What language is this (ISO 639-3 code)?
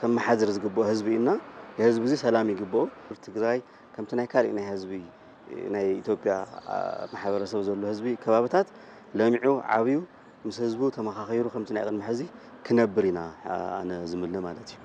tir